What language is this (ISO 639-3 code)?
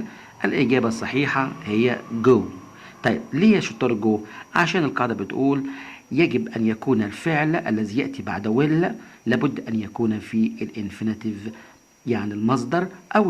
arz